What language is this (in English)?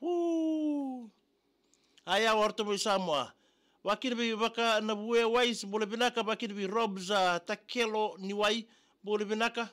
Fijian